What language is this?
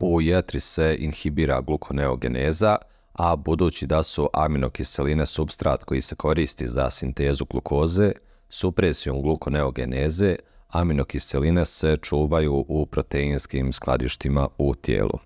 Bosnian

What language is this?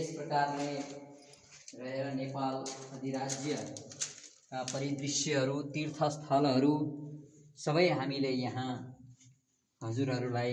Nepali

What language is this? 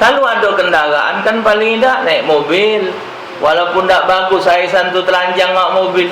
Musi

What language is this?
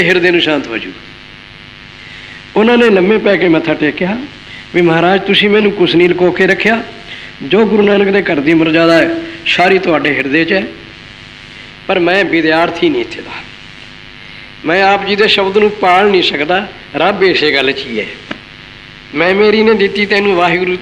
Punjabi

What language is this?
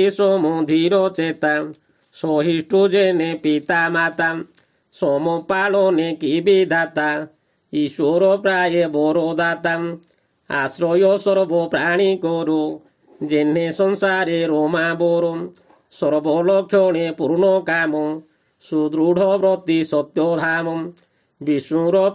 Odia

